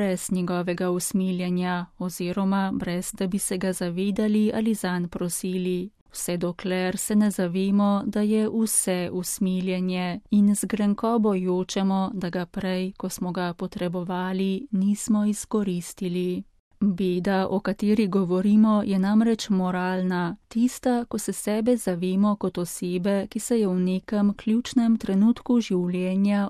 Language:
Slovenian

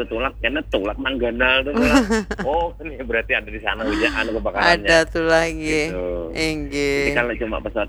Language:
Banjar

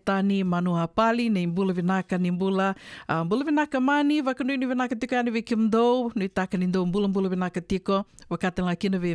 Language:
Fijian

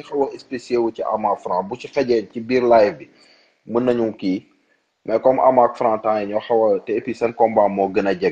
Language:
Wolof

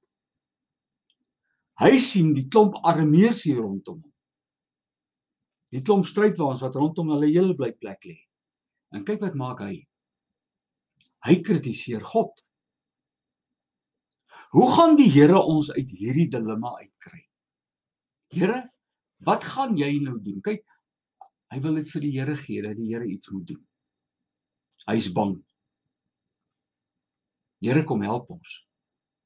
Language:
Afrikaans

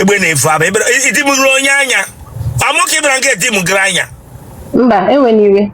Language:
Igbo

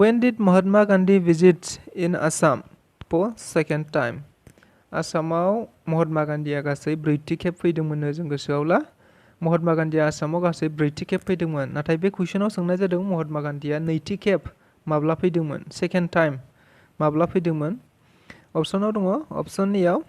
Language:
Bodo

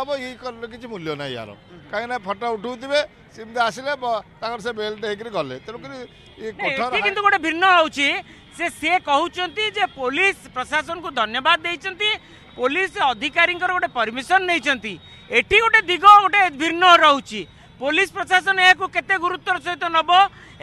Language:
Odia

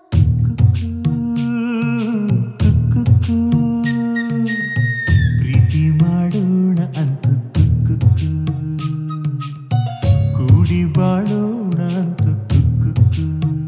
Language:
Kannada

